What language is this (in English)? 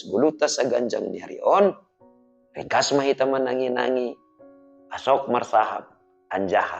Batak Simalungun